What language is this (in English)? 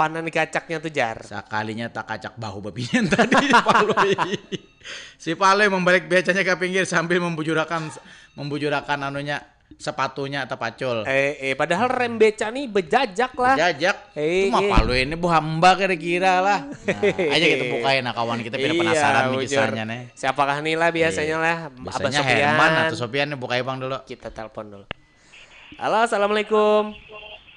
Banjar